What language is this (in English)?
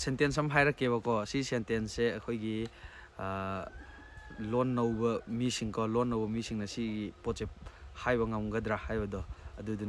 Manipuri